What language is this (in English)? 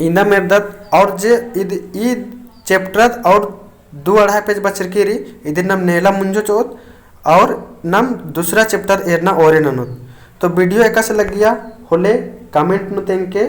Kurukh